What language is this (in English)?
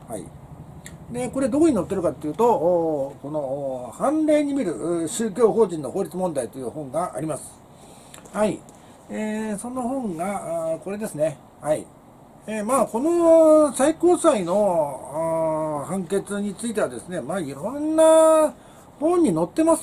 Japanese